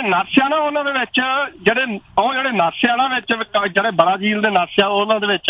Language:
Punjabi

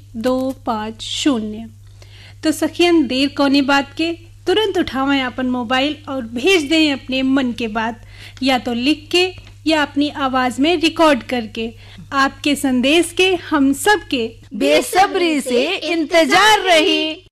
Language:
Bhojpuri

